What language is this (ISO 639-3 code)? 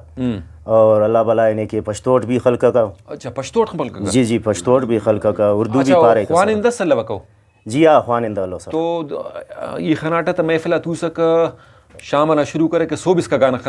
brh